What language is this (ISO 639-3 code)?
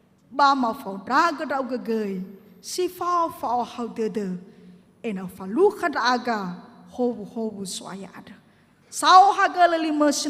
nia